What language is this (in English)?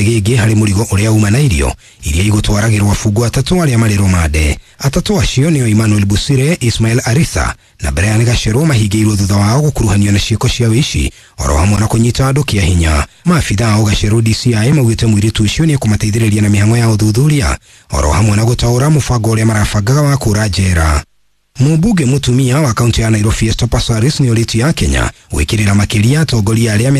Kikuyu